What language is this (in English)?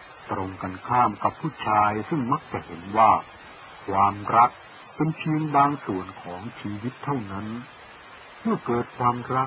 Thai